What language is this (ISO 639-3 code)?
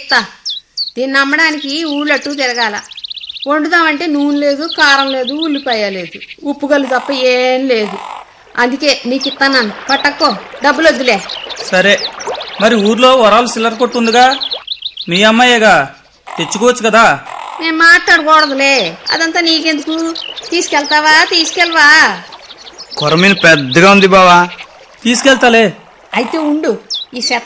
tel